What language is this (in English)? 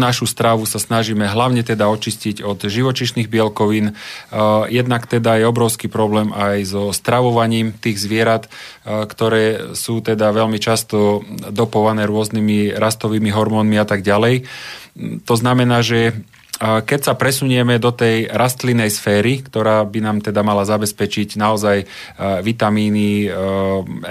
Slovak